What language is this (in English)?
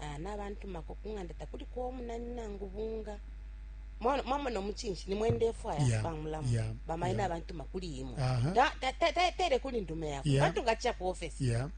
Bemba